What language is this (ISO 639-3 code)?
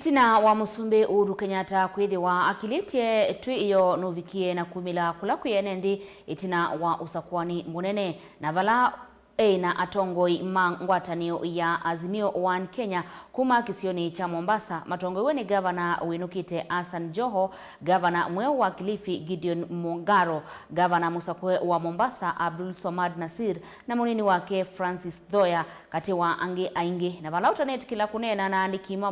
kam